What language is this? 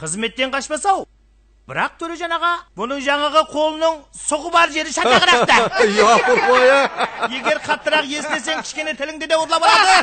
Kara-Kalpak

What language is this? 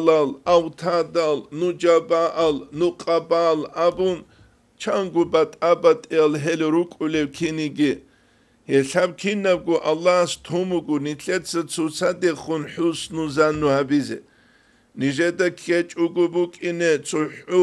Avaric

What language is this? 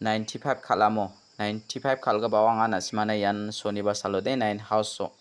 Garo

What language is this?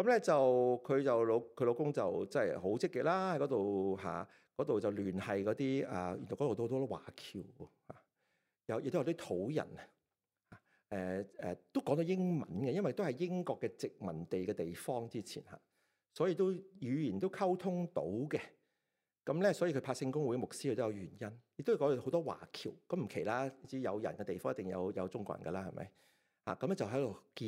Cantonese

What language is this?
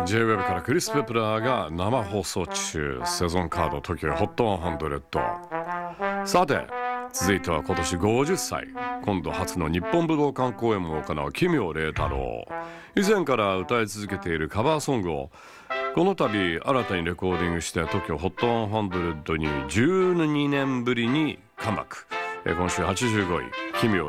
Japanese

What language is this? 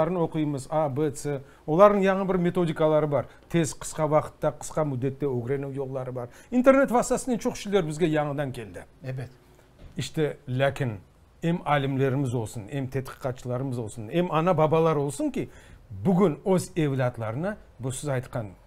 Crimean Tatar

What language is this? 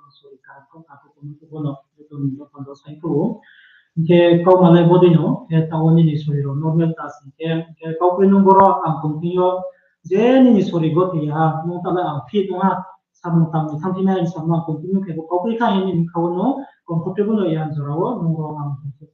Riang (India)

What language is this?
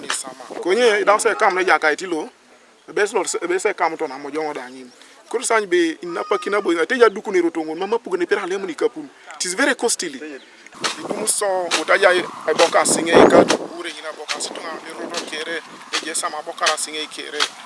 Teso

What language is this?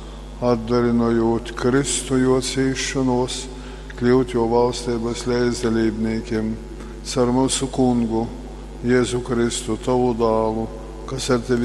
Latgalian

